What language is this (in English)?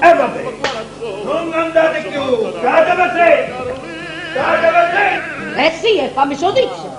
Neapolitan